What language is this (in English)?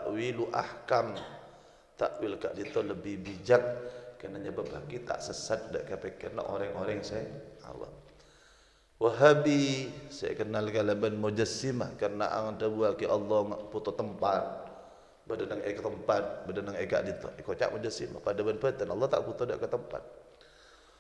Madurese